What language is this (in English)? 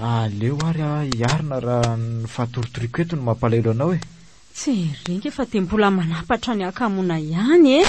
Malagasy